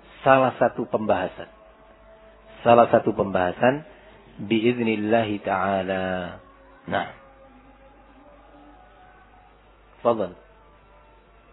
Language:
Indonesian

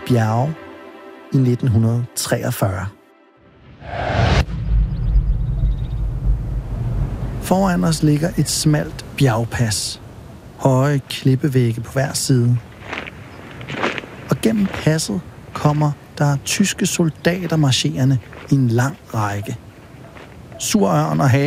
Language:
Danish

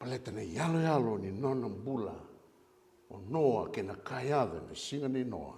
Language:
Fijian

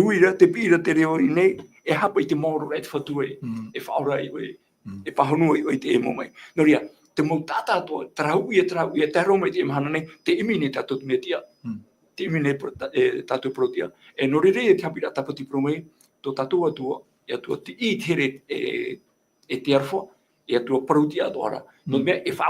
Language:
Tahitian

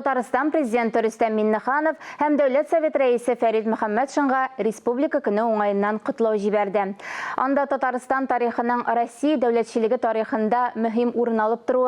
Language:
Tatar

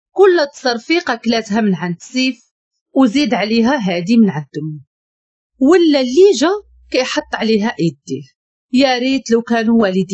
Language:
Moroccan Arabic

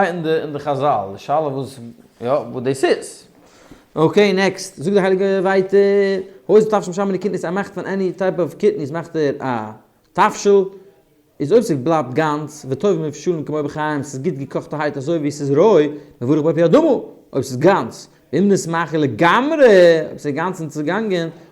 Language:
Yiddish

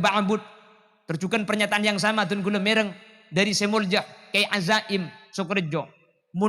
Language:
Madurese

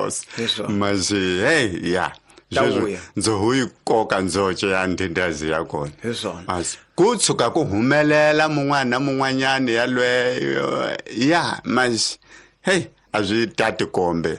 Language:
Tsonga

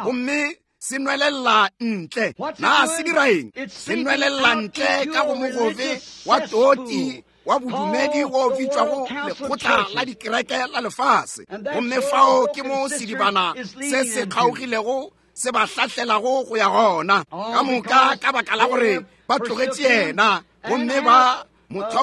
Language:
Northern Sotho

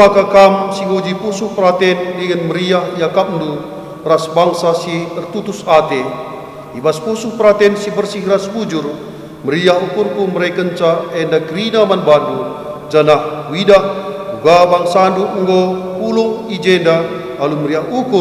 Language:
Batak Karo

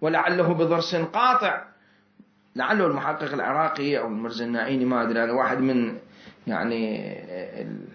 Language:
Mesopotamian Arabic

